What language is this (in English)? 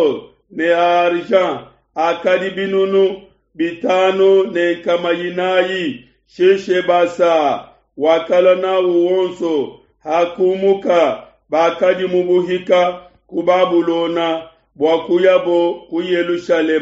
Luba-Lulua